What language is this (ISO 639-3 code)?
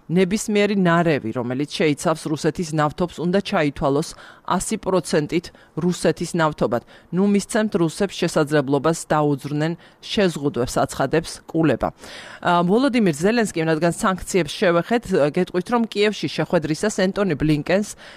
kat